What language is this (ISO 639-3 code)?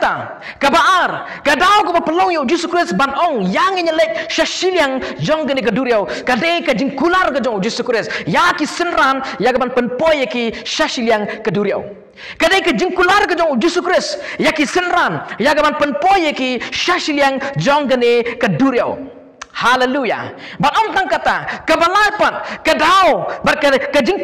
kha